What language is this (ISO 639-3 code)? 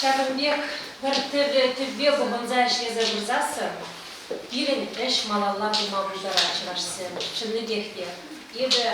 chv